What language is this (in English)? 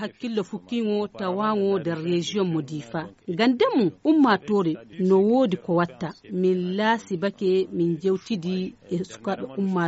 Fula